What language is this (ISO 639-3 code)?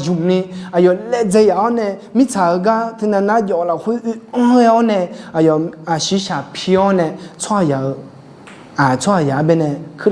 ahk